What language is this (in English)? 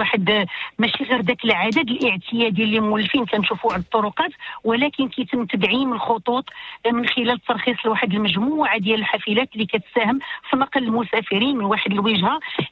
Moroccan Arabic